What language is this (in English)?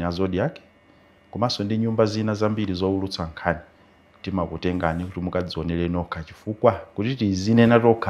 Nyanja